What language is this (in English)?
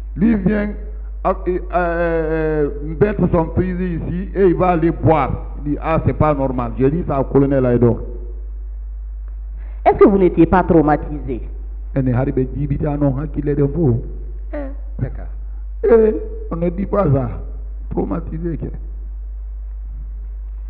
French